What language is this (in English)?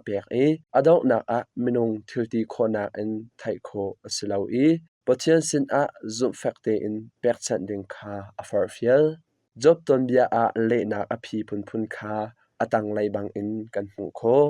Hakha Chin